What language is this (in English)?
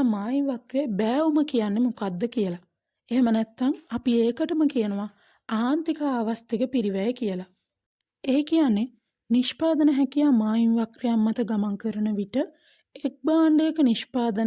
Sinhala